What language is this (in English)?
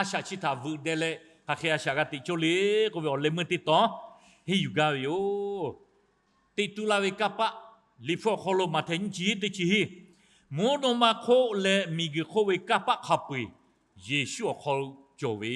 Lahu